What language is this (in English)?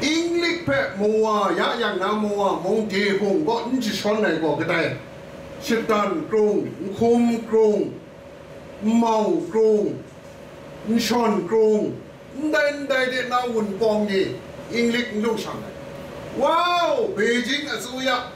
Kachin